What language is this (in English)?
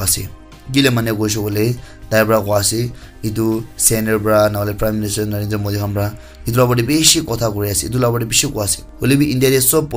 Naga Pidgin